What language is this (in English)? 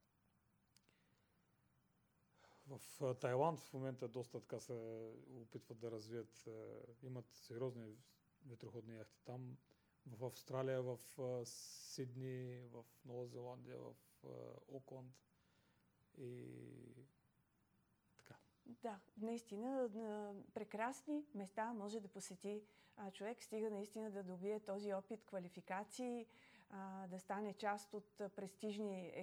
Bulgarian